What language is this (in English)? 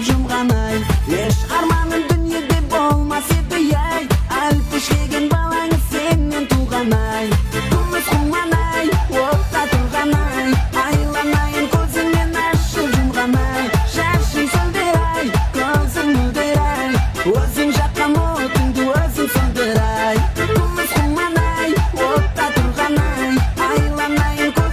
Kara-Kalpak